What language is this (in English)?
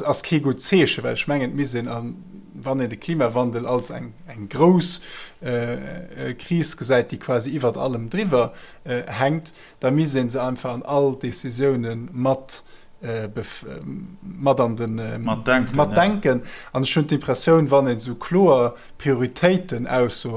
Luxembourgish